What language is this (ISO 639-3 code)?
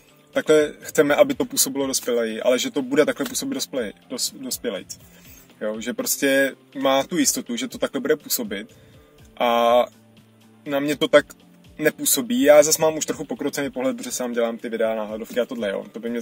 ces